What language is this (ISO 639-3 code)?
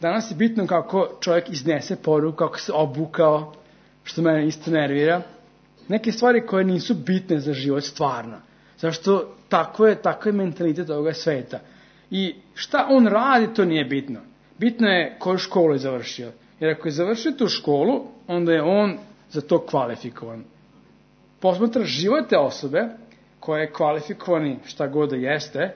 srp